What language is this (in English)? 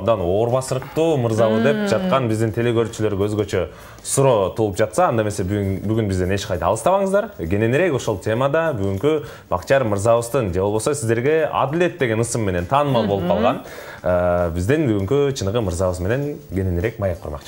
Kyrgyz